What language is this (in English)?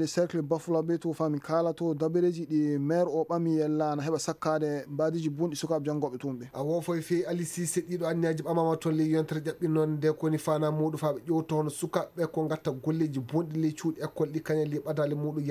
Maasina Fulfulde